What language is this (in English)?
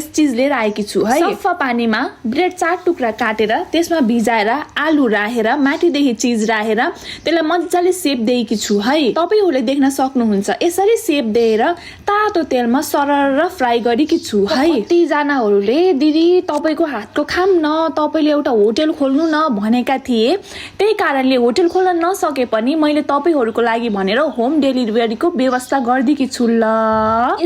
Nepali